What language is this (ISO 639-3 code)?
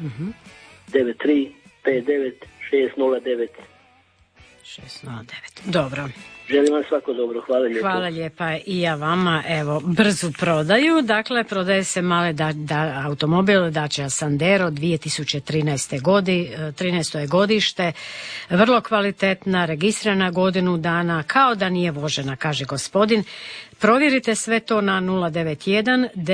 hrv